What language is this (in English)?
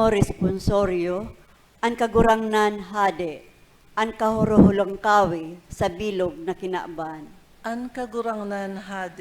Bikol